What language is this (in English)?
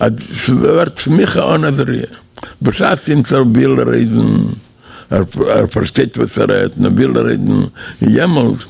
Yiddish